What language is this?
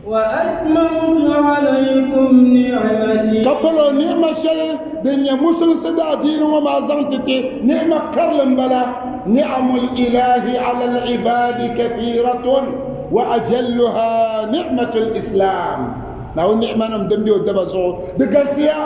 Dagbani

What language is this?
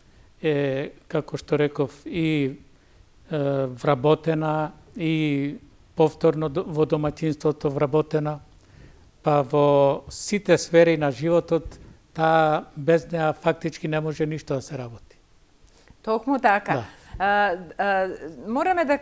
Macedonian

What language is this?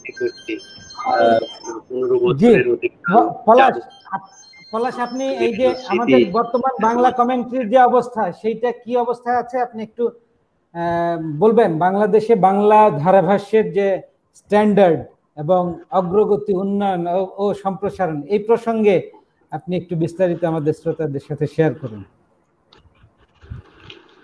Bangla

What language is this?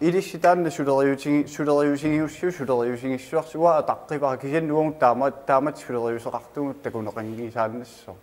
Kalaallisut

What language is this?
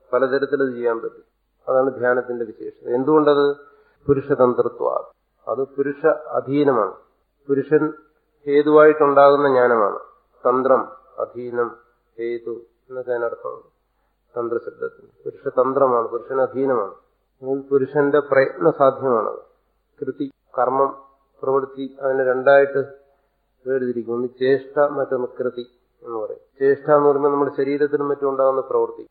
Malayalam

